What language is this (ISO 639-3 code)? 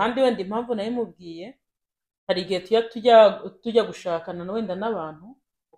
kin